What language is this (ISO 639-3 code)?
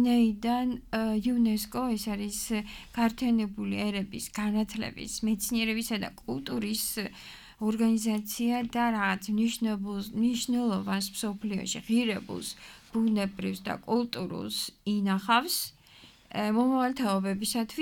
kat